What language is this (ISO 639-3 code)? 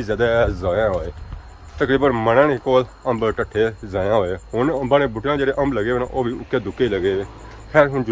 phr